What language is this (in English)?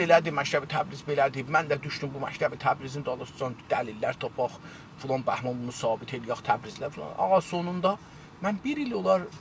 South Azerbaijani